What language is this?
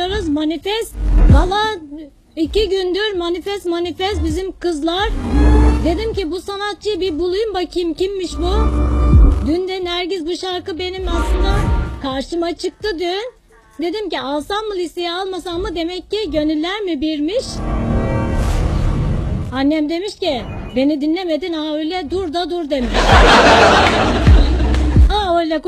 Turkish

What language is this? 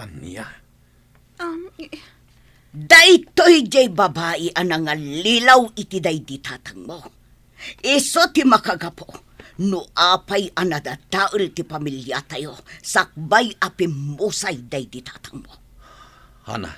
Iloko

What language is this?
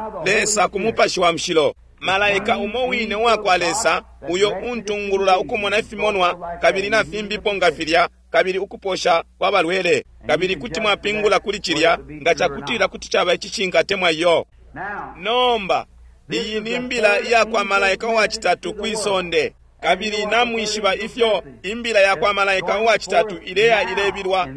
Bemba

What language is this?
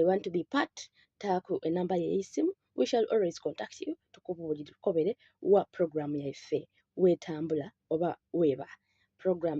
Soga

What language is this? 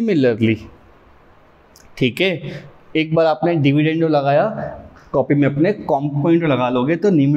Hindi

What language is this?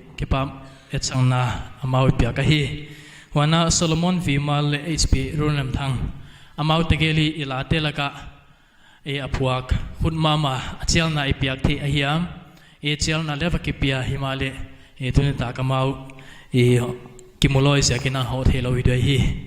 Paite Chin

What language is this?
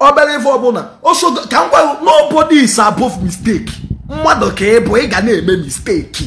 Igbo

